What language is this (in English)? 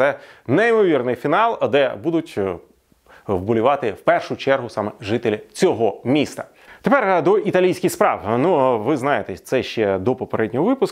Ukrainian